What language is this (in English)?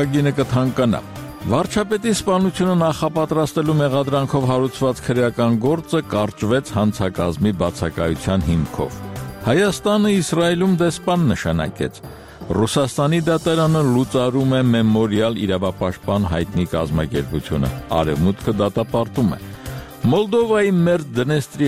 Armenian